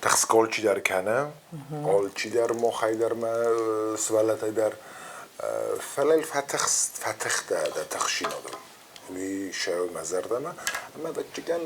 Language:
Ossetic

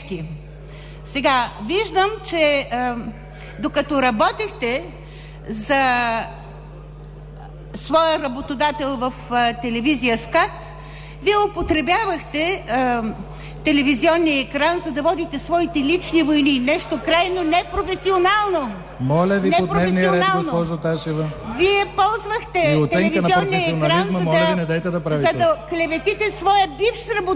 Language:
Bulgarian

